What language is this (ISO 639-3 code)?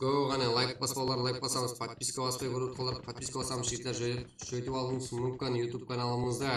kaa